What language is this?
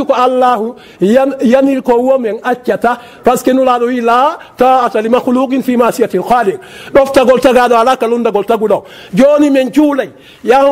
Fula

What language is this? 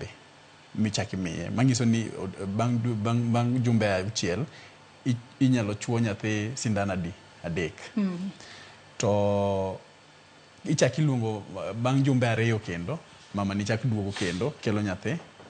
Luo (Kenya and Tanzania)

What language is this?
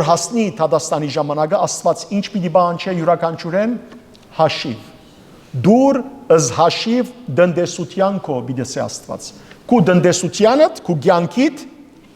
Western Armenian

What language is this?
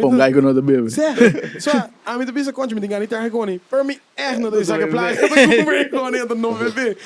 Papiamento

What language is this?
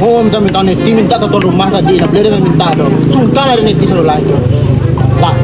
Minangkabau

